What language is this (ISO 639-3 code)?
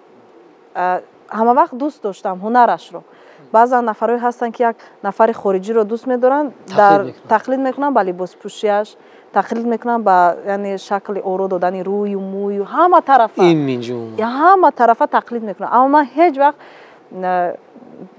tgk